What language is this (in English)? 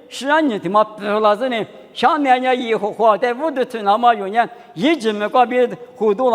Lisu